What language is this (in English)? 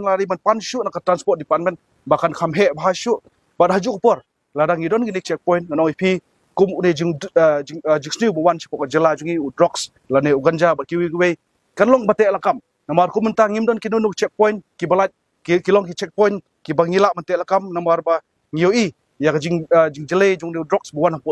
Khasi